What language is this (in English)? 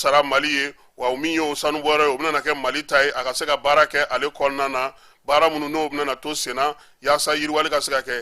Bambara